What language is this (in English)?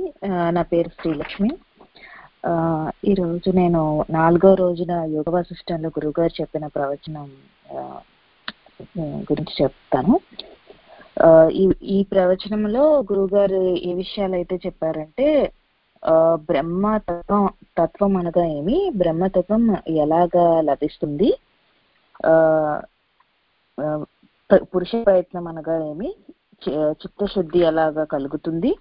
Telugu